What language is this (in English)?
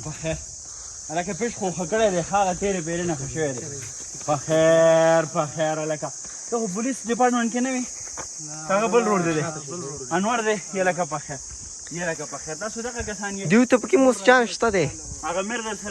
Pashto